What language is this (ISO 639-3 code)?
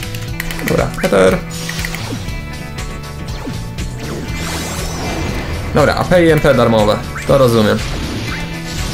pol